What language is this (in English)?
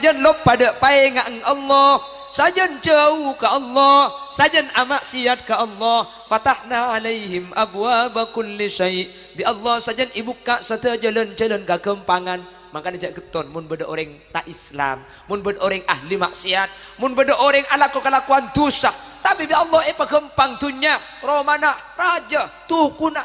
Madurese